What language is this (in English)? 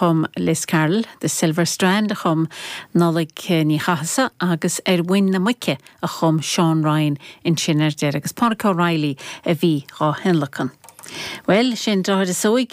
Irish